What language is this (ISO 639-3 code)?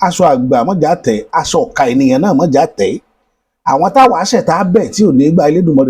yor